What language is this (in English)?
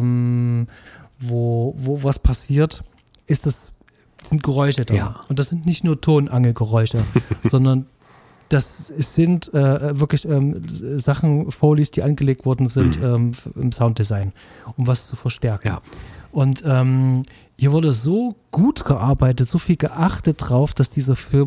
German